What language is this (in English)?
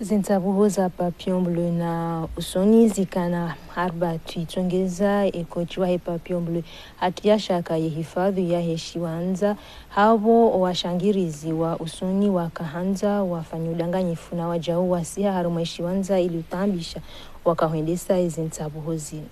Ngazidja Comorian